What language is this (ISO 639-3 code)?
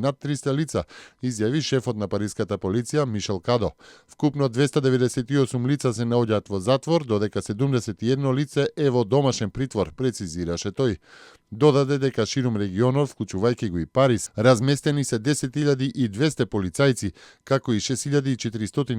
mkd